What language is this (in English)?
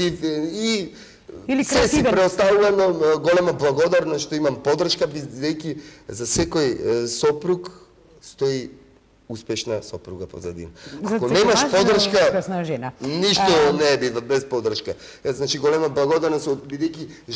Macedonian